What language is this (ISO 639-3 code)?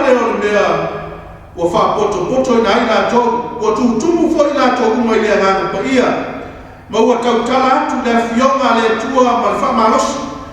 smo